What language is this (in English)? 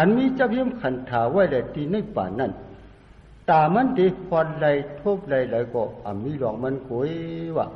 Shan